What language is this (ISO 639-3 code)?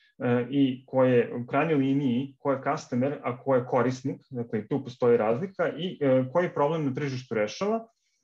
srp